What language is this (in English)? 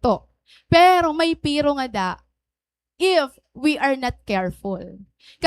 Waray